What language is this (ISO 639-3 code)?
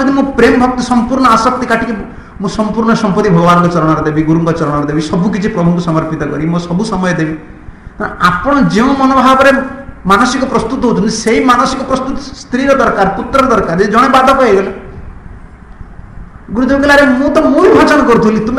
ori